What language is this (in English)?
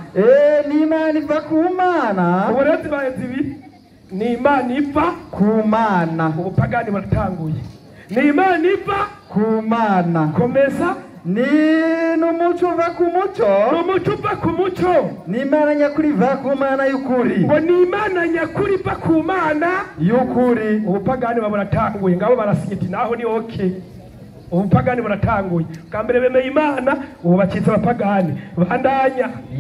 Rundi